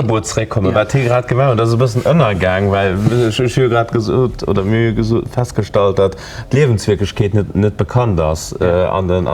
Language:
Luxembourgish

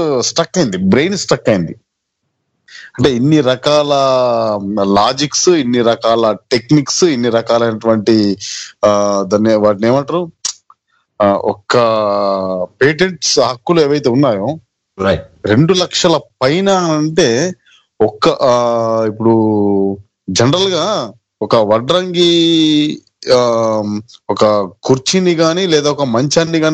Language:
Telugu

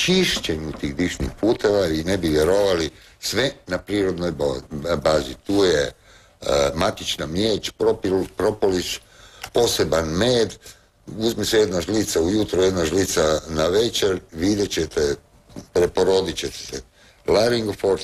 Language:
Croatian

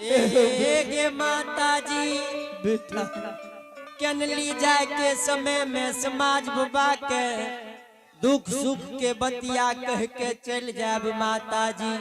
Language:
Angika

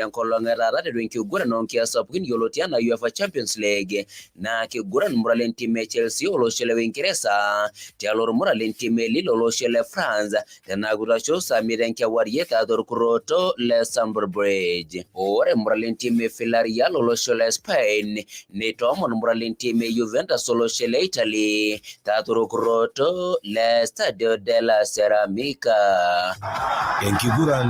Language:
Masai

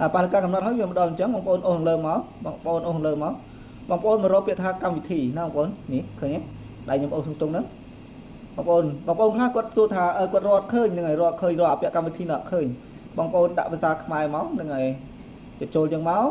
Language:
Khmer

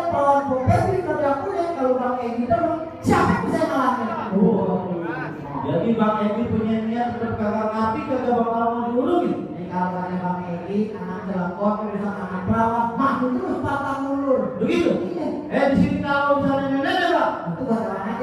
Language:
Betawi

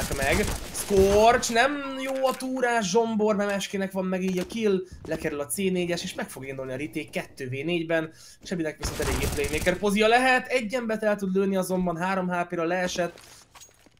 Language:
Hungarian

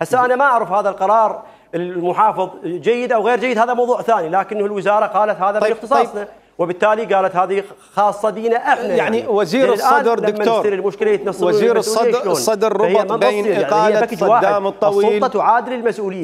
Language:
Mesopotamian Arabic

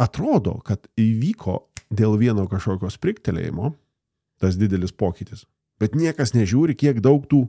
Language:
Lithuanian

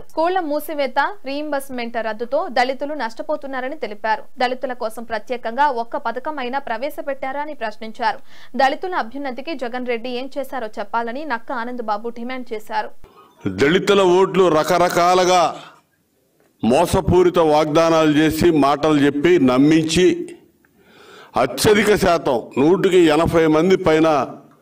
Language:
Telugu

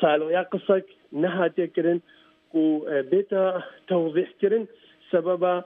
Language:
Kurdish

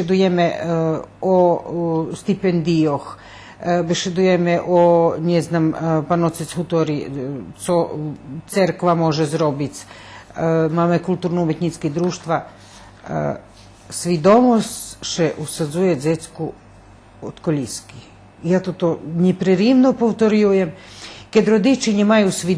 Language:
Rusyn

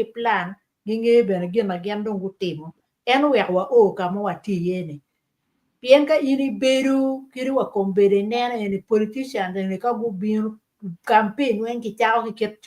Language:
Acoli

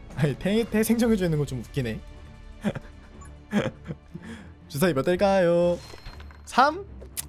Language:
Korean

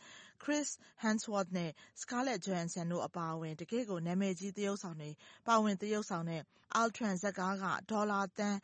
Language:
Burmese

